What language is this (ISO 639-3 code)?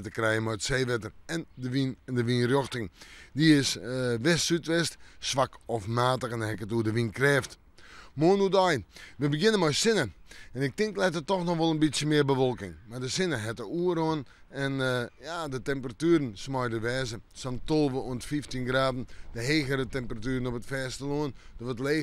fry